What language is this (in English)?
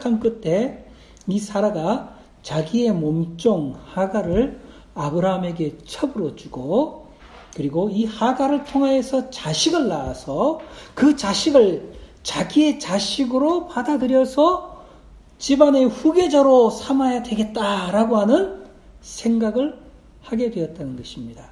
Korean